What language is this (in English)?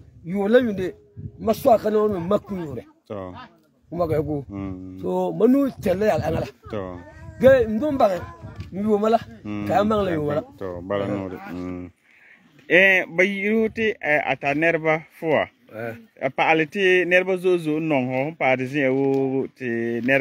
Frafra